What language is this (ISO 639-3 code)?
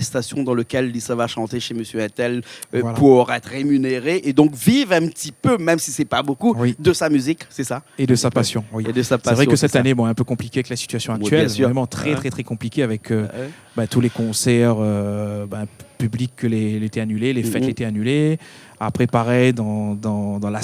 rcf